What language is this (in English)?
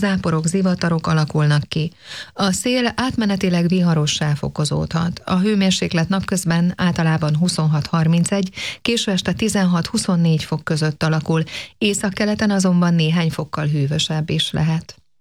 Hungarian